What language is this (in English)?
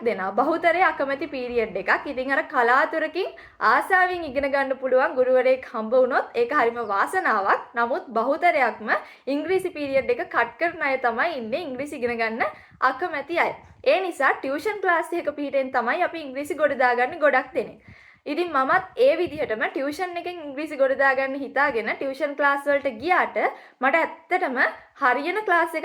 Sinhala